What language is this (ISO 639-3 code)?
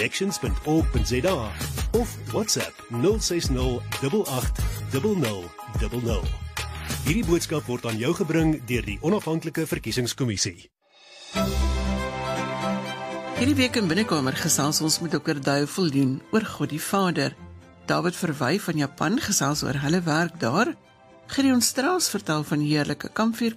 afr